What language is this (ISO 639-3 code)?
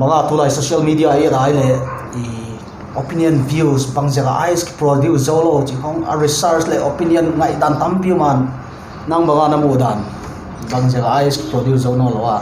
pck